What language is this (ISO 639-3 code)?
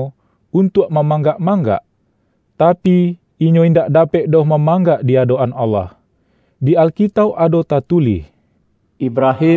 min